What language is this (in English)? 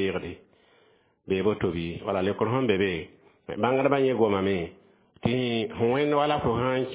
Mossi